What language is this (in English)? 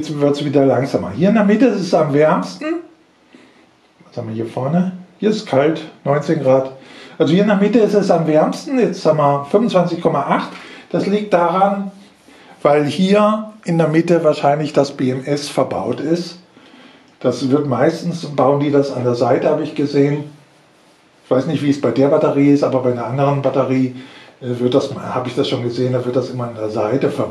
German